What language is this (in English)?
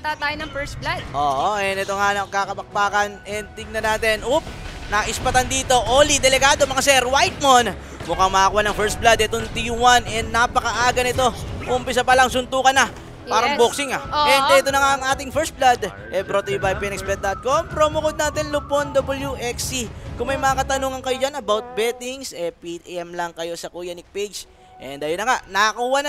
Filipino